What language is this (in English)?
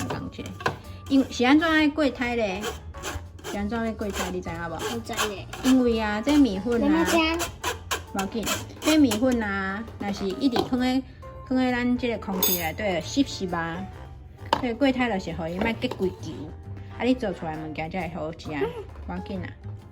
Min Nan Chinese